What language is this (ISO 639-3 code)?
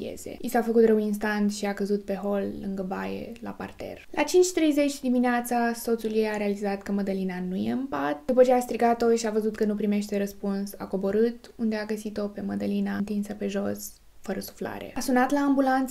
ron